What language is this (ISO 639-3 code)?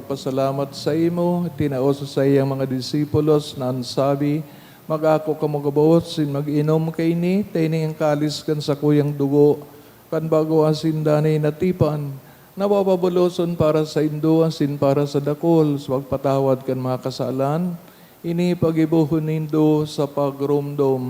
bik